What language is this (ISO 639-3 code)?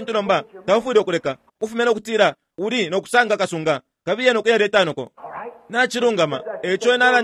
bem